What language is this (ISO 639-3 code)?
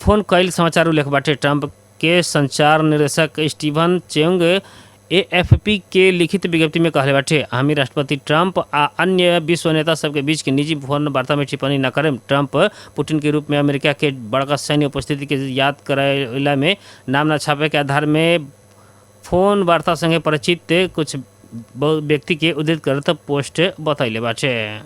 bho